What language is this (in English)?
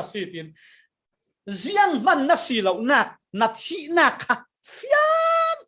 Falam Chin